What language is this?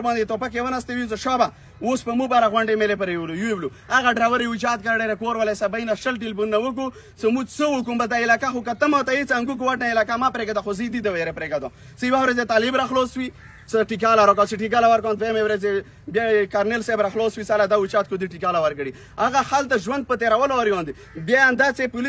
Pashto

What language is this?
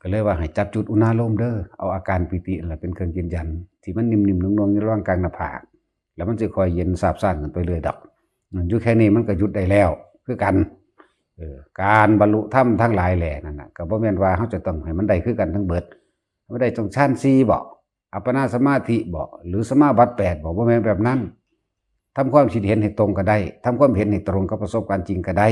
Northeastern Thai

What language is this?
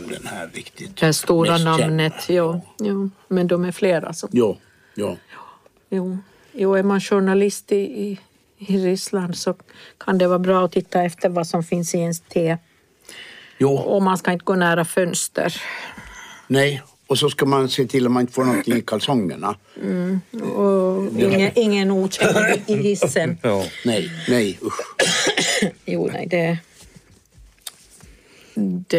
Swedish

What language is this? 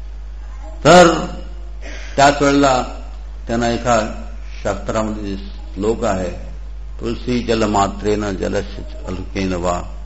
Marathi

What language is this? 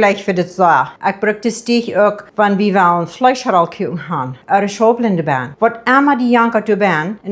Plautdietsch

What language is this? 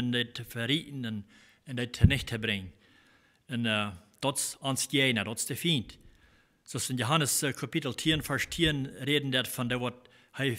Plautdietsch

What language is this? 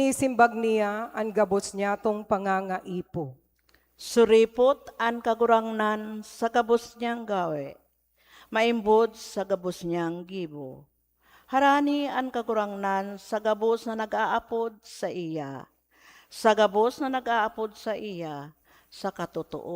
Bikol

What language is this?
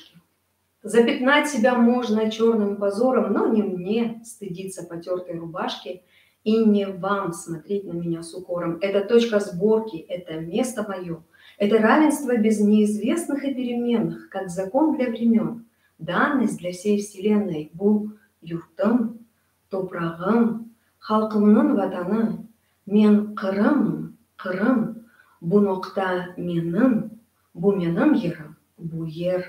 Crimean Tatar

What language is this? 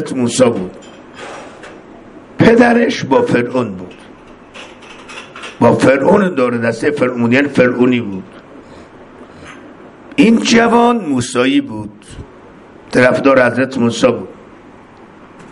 Persian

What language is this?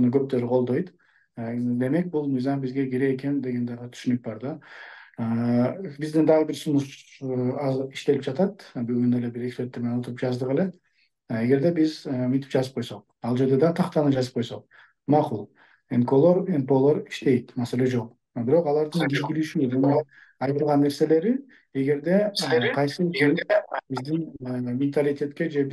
Kyrgyz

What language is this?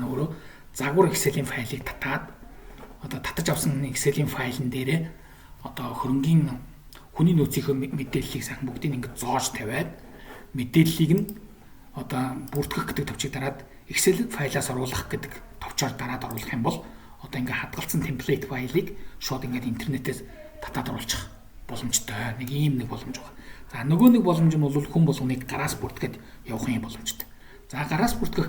Mongolian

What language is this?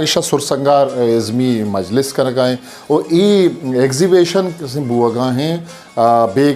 Eastern Balochi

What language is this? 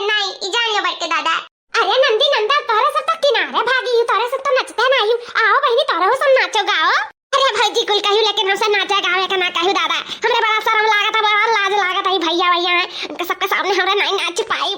Awadhi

